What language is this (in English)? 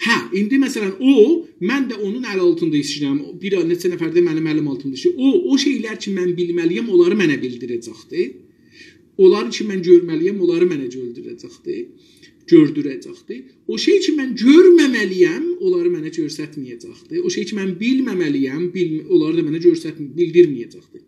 South Azerbaijani